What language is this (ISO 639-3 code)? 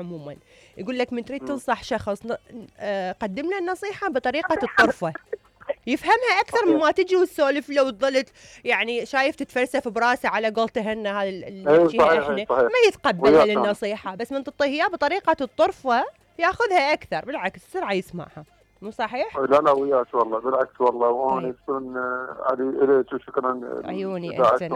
acm